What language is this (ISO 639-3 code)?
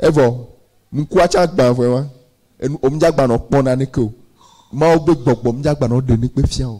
ewe